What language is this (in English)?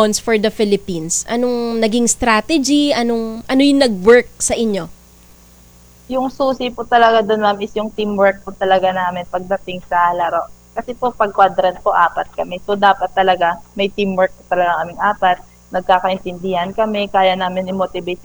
Filipino